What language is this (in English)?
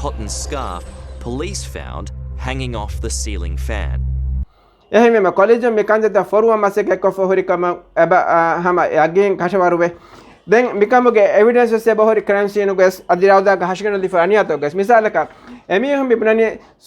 Divehi